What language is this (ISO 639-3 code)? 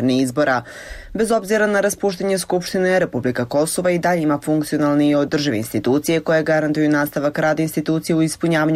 hrv